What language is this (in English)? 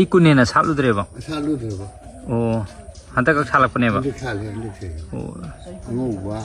Manipuri